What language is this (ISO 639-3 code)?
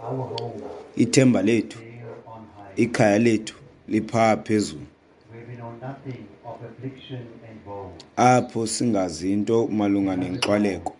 xho